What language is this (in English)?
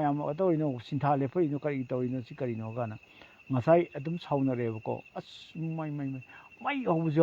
Manipuri